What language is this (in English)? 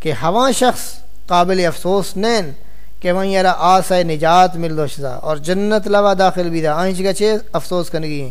Saraiki